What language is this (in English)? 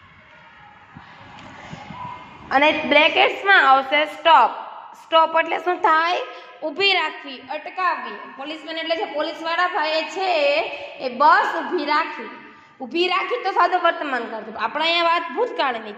Gujarati